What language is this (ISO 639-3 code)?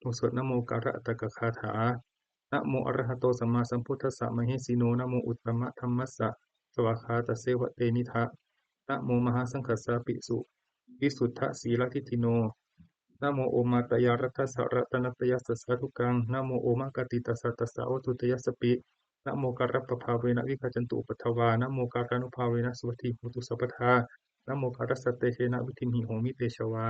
pli